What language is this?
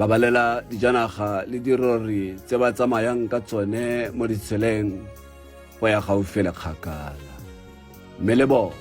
Tswana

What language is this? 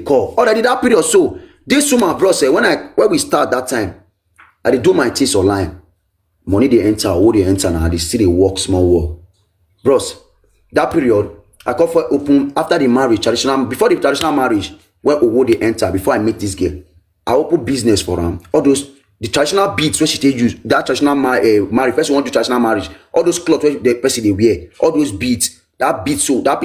Nigerian Pidgin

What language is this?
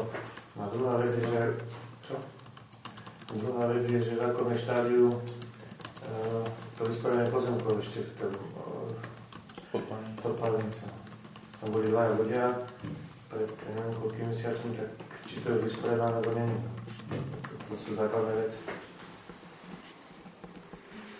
Slovak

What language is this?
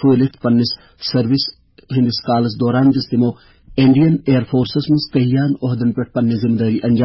Kashmiri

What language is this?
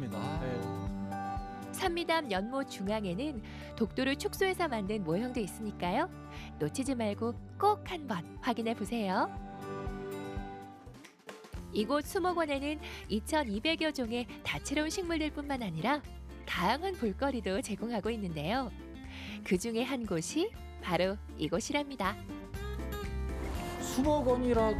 Korean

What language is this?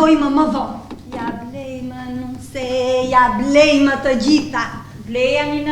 Albanian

